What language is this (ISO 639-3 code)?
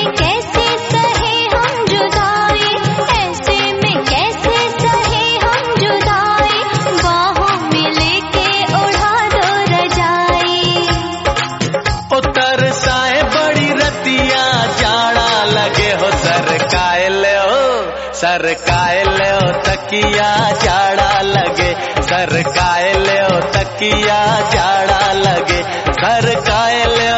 hin